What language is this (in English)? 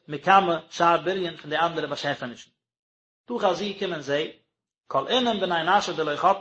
Yiddish